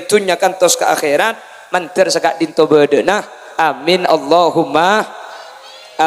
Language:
Madurese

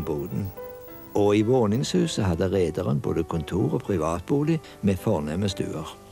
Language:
Norwegian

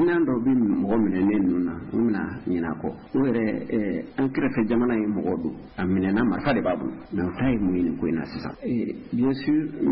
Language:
Bambara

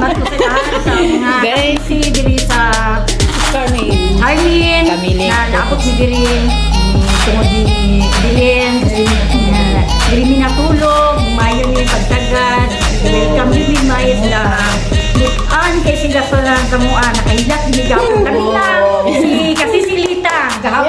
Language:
Cebuano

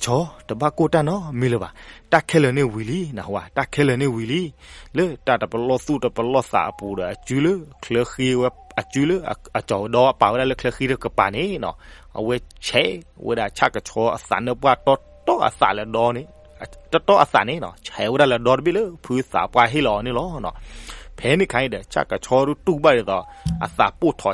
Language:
S'gaw Karen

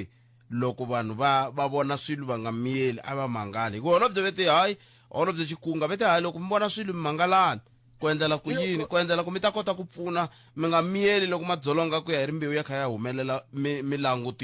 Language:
Tsonga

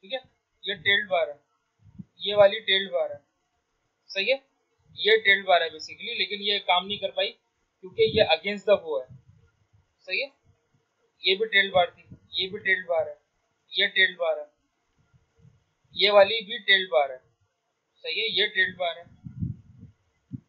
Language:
Hindi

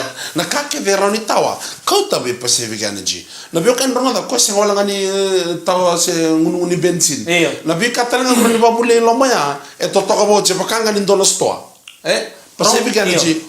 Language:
Fijian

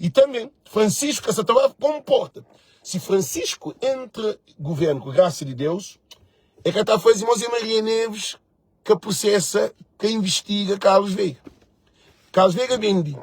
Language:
Kabuverdianu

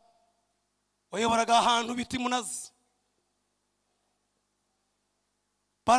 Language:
Kinyarwanda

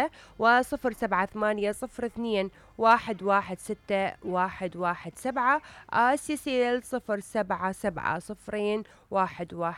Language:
Mesopotamian Arabic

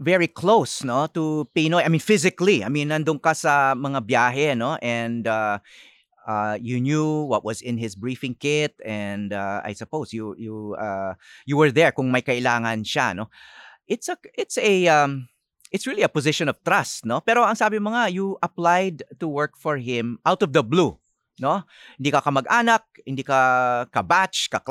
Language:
Filipino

